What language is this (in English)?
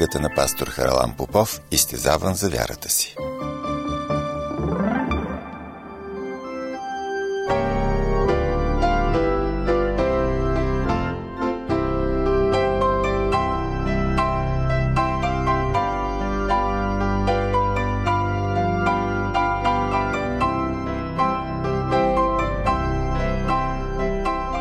Bulgarian